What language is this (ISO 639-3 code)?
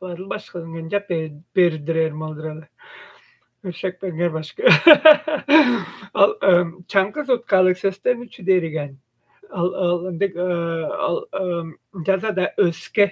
tyv